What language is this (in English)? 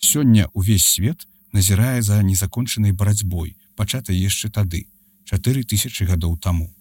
Belarusian